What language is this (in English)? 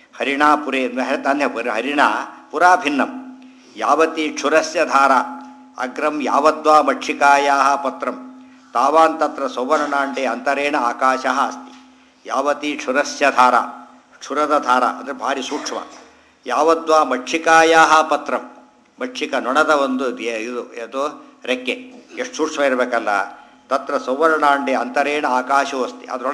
Kannada